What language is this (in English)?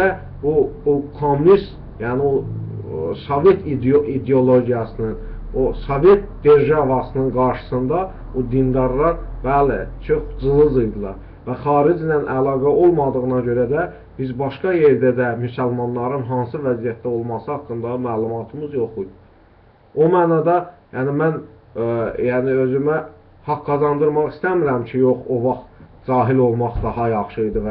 Azerbaijani